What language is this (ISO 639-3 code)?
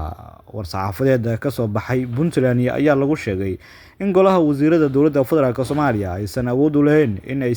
som